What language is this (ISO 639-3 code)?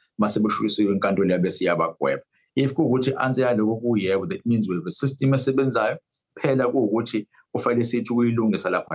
zul